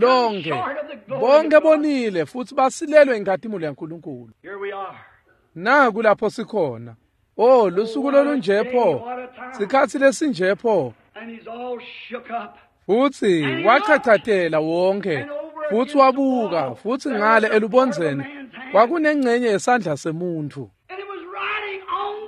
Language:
Swati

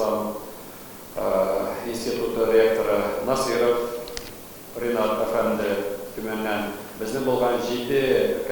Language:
Tatar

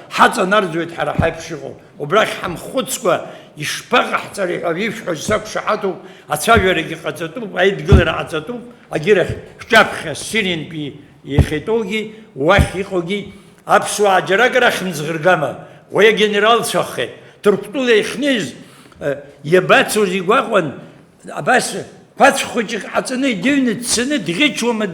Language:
Abkhazian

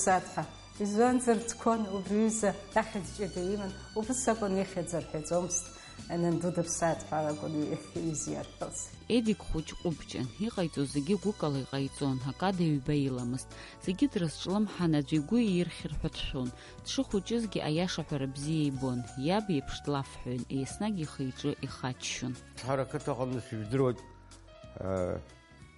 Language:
Abkhazian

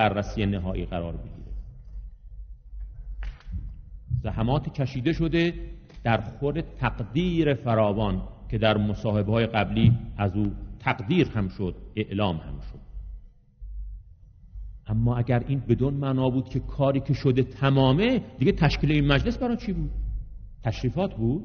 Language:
Persian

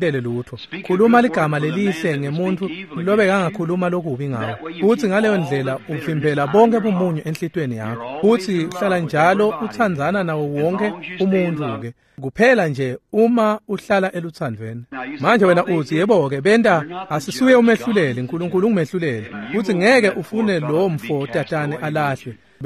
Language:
Swati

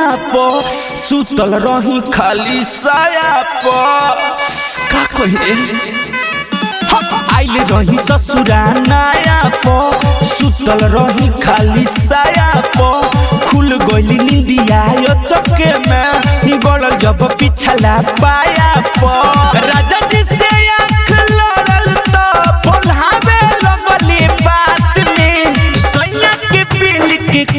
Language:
Bhojpuri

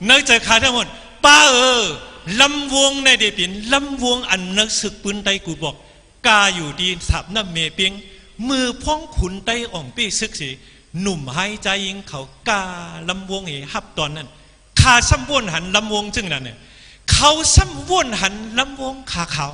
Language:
Shan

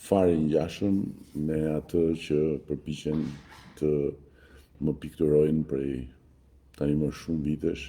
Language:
Albanian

